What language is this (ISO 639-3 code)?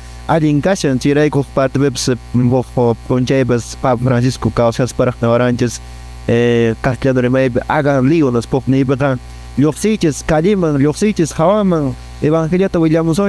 que